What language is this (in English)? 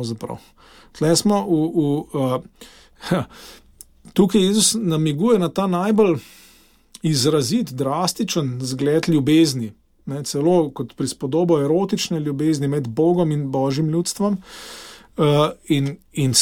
Slovenian